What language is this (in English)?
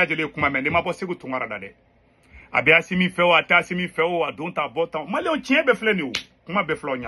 Bambara